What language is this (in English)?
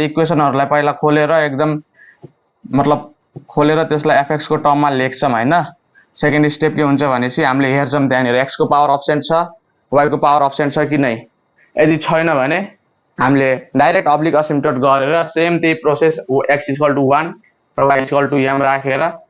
Nepali